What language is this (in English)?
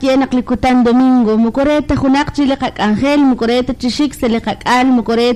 Kekchí